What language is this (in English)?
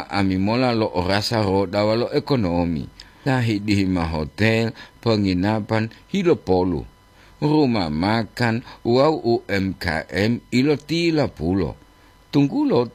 Gorontalo